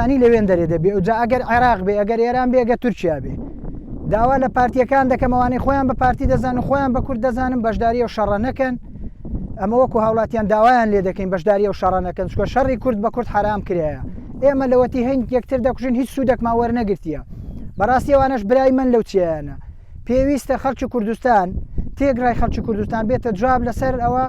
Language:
Central Kurdish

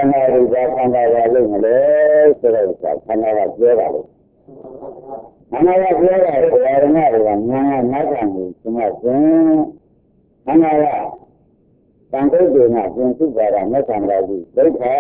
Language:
Burmese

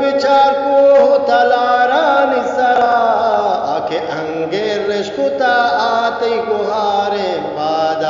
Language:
Eastern Balochi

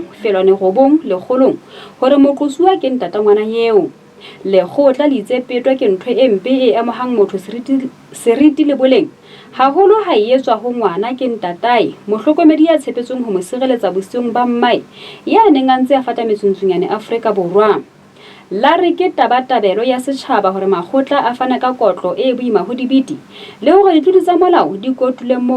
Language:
Southern Sotho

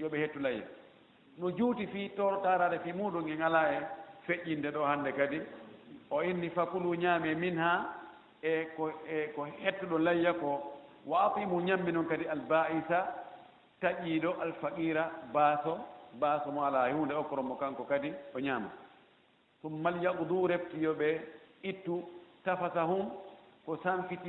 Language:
Fula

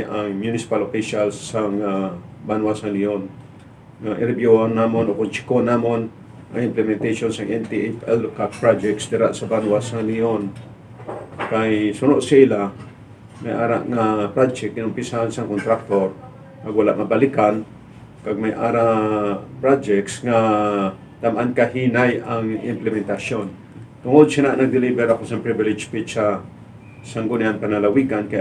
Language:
Hiligaynon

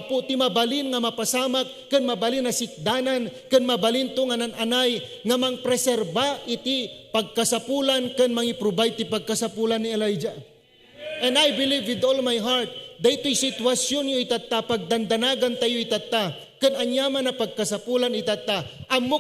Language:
Iloko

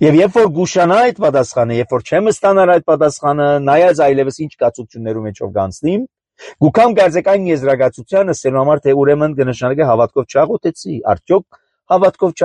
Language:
Armenian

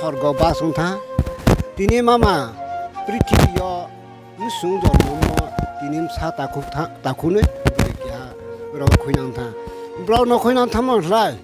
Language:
Riang (India)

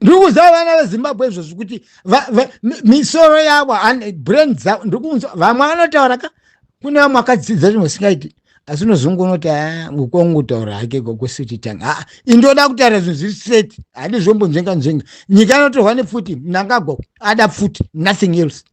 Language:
Shona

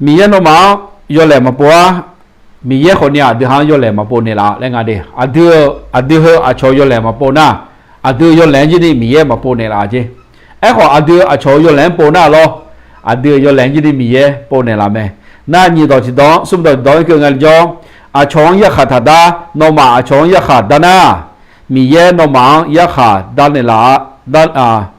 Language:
Akha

